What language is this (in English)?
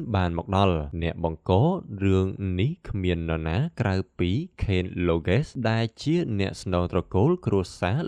Khmer